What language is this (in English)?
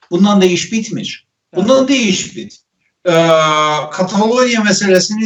South Azerbaijani